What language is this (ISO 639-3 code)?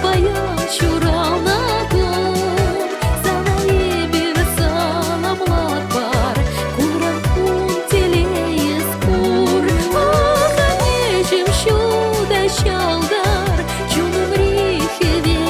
chv